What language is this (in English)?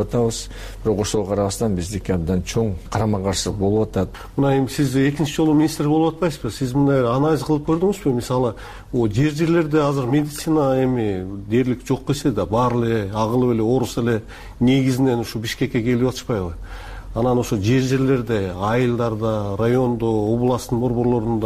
Kyrgyz